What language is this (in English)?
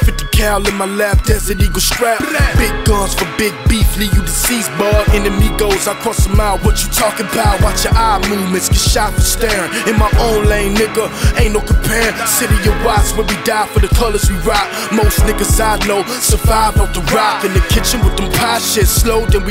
English